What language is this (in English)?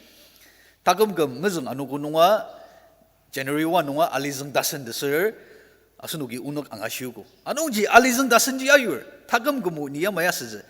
Ao Naga